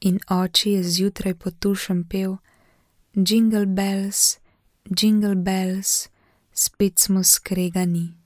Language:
Slovenian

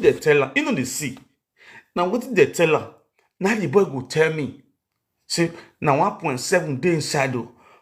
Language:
Nigerian Pidgin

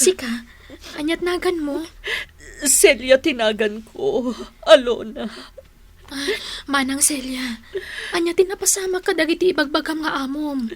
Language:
Iloko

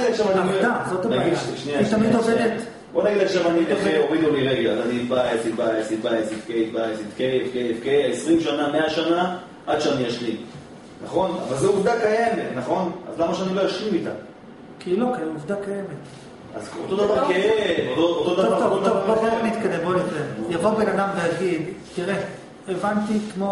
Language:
Hebrew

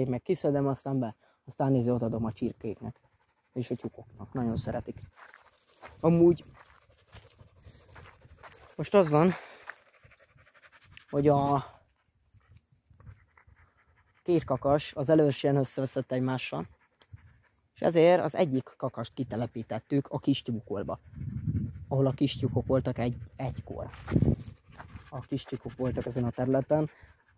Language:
Hungarian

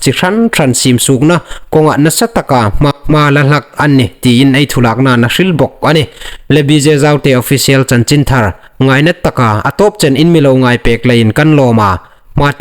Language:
Hmar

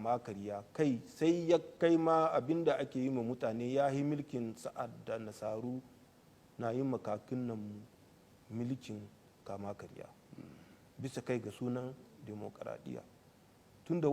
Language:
Hausa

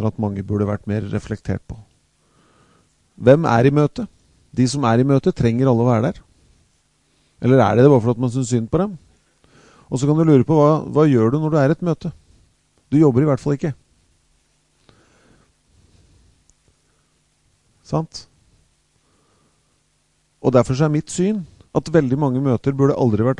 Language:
Norwegian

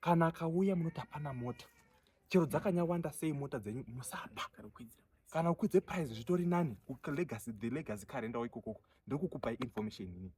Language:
Shona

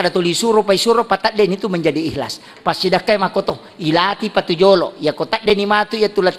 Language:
Buginese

